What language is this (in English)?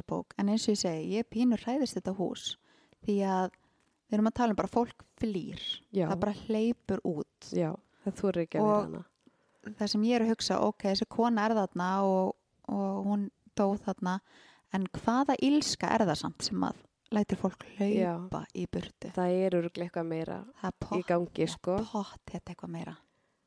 Icelandic